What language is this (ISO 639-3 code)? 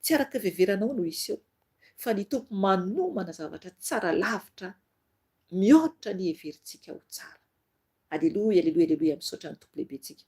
mlg